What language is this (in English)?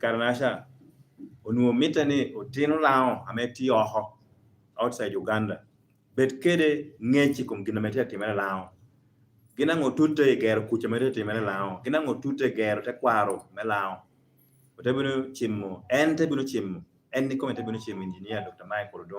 Lango (Uganda)